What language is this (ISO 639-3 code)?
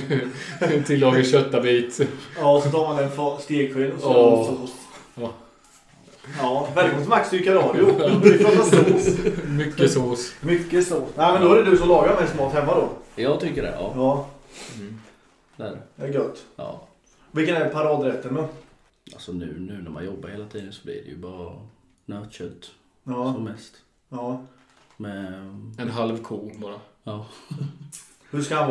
swe